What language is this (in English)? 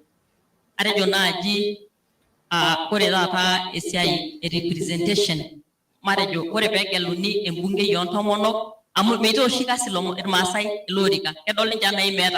Masai